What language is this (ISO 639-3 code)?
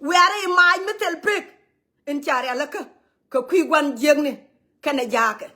nus